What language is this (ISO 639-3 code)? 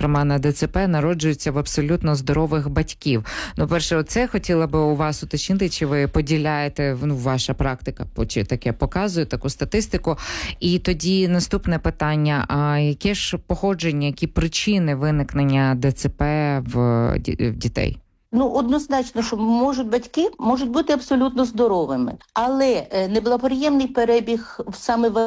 ukr